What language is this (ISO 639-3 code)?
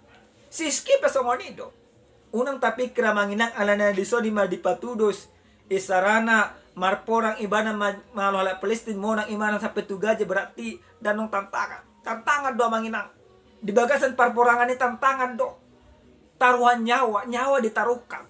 bbc